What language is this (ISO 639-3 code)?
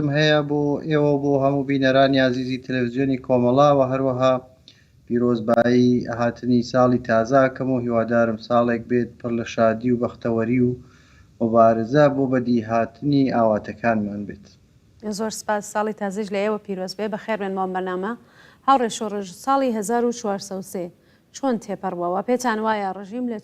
ckb